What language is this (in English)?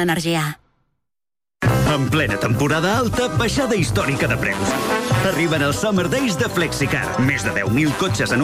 Catalan